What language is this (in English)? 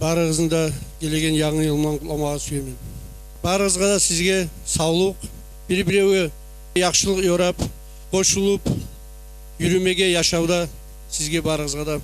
Kumyk